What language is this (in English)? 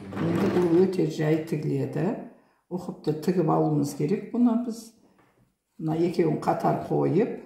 Kazakh